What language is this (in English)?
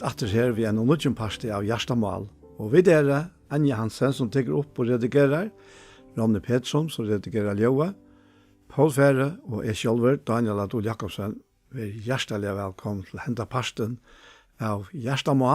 Faroese